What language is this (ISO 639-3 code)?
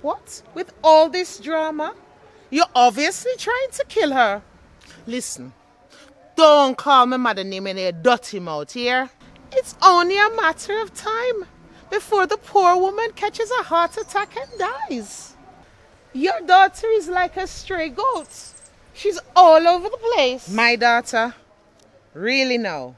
jam